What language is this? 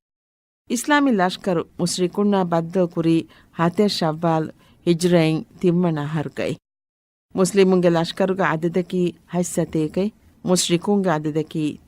Divehi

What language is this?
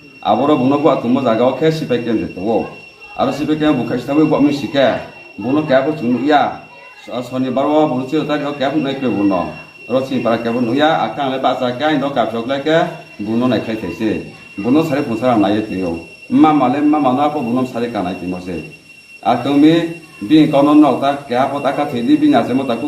Riang (India)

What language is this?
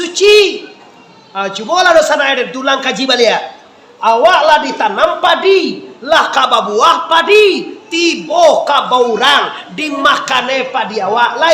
Minangkabau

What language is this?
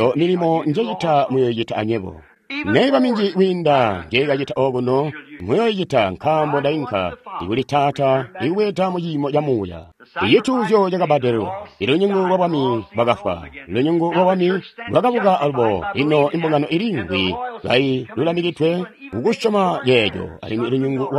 Tonga (Zambia)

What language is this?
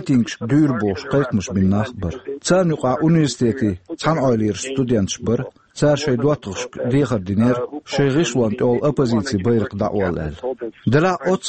Chechen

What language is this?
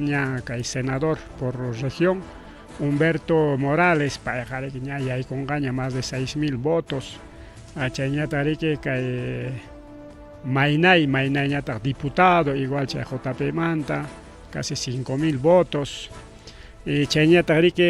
Ayacucho Quechua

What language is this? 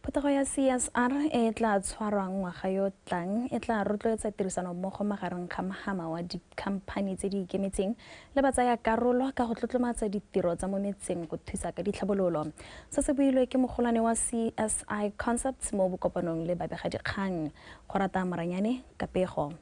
Tswana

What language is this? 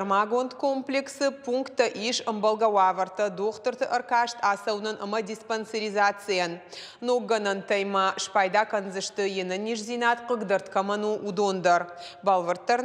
Ossetic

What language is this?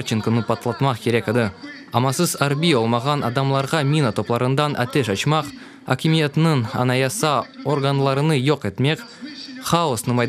Crimean Tatar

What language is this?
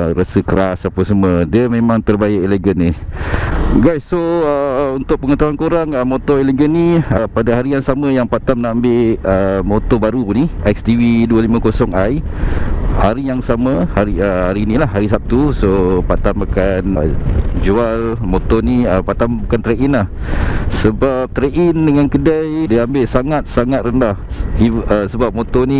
Malay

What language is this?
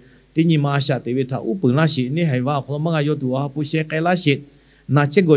Lahu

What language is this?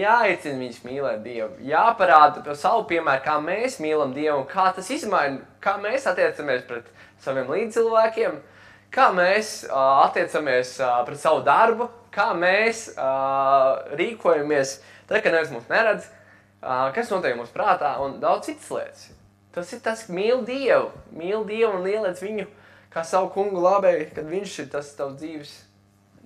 Latvian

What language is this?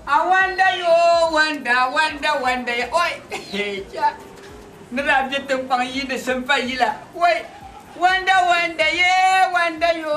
Dagbani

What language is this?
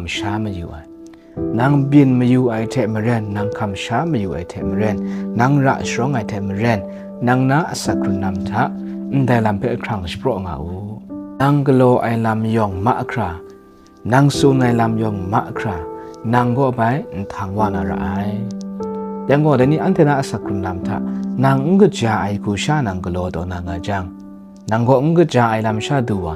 Kachin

